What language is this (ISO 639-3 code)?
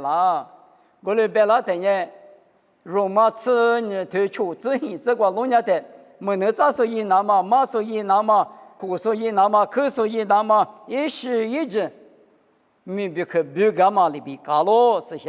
lis